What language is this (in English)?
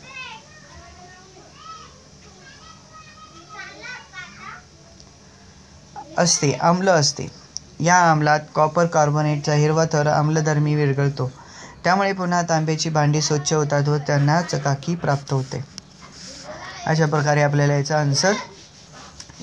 Marathi